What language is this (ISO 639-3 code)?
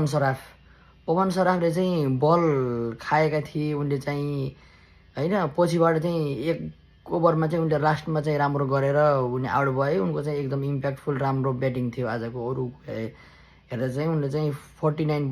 nep